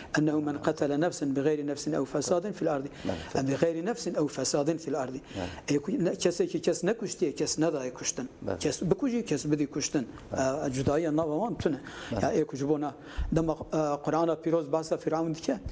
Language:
Kurdish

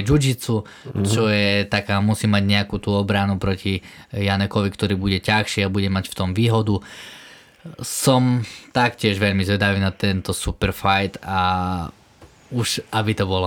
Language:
Slovak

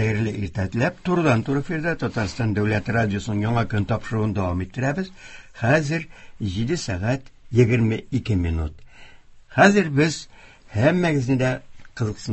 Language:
Tatar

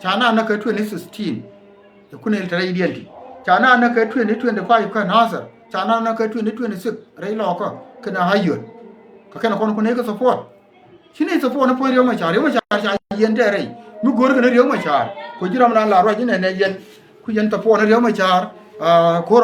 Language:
Nuer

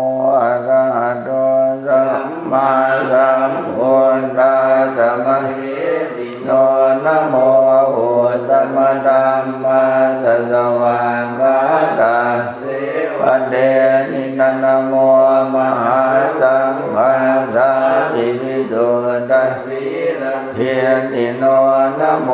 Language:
Pali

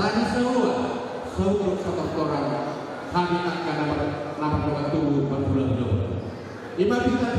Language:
Batak Toba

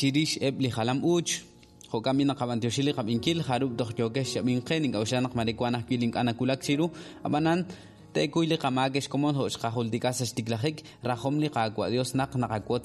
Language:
Kekchí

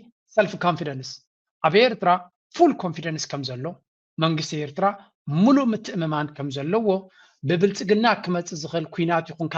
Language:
Tigrinya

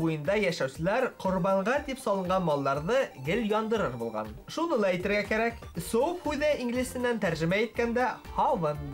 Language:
Bashkir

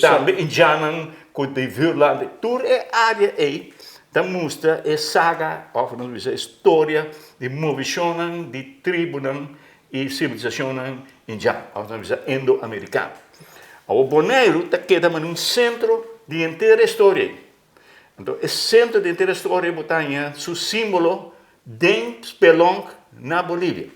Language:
Papiamento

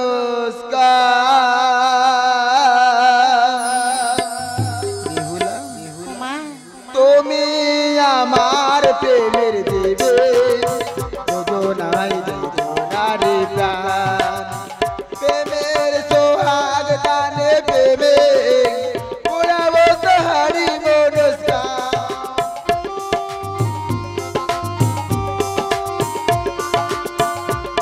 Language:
Bangla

